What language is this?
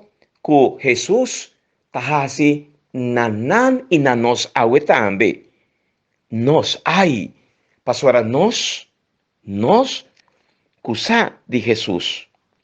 Papiamento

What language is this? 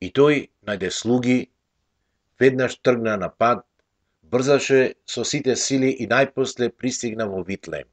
Macedonian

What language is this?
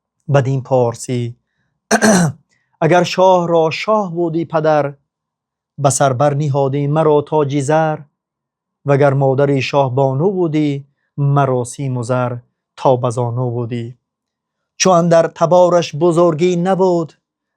Tajik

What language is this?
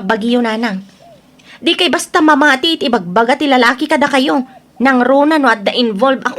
Iloko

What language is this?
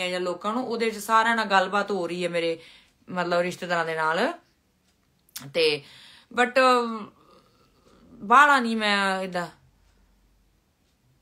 Punjabi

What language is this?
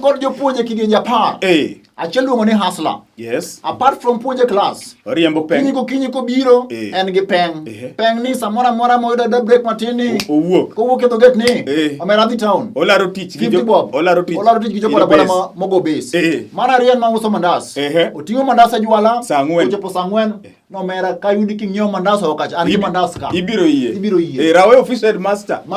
Luo (Kenya and Tanzania)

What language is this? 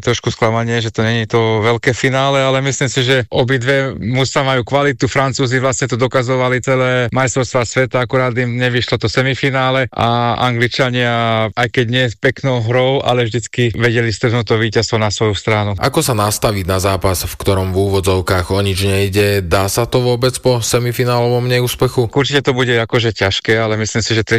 Slovak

